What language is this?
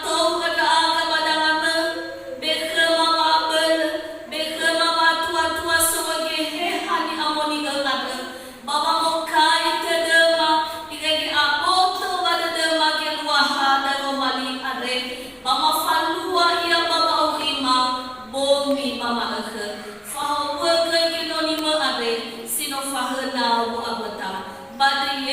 Nias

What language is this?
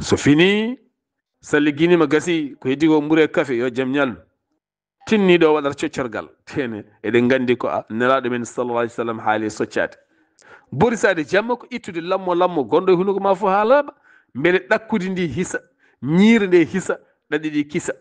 Fula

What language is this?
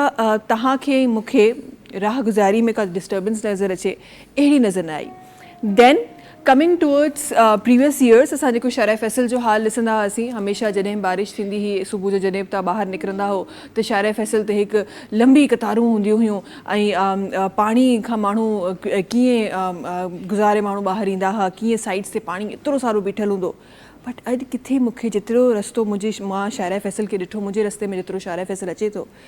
Sindhi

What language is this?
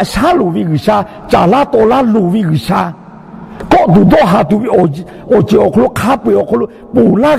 Lahu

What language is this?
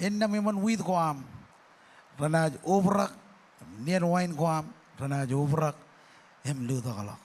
Marshallese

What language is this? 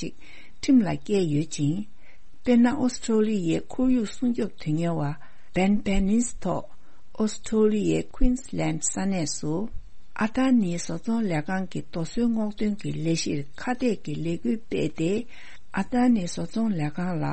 Tibetan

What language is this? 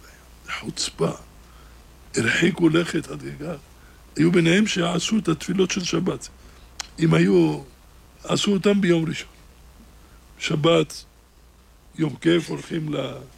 Hebrew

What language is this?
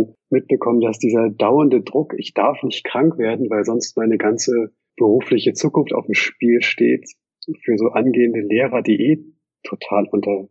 German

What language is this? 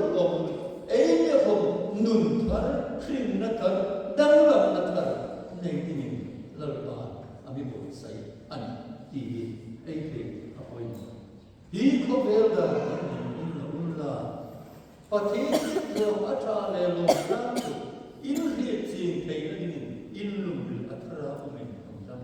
Hmar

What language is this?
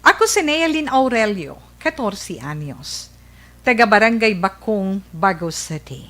Hiligaynon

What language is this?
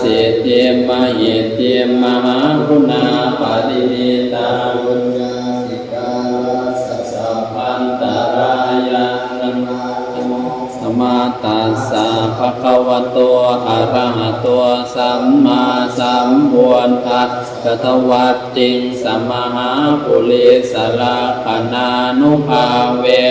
Pali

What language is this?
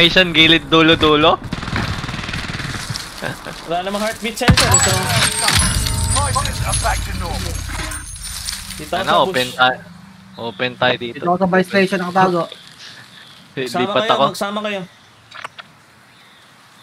Filipino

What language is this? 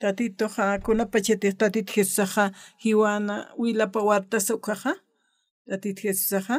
Aymara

